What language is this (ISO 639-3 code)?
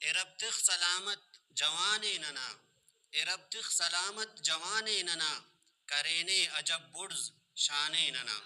brh